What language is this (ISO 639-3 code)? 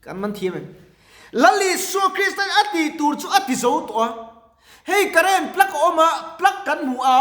lus